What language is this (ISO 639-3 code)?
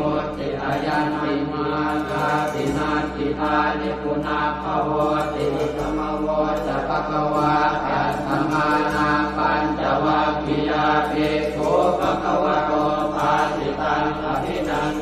pli